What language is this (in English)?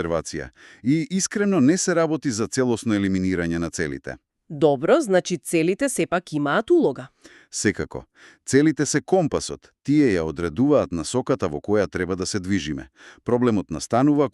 Macedonian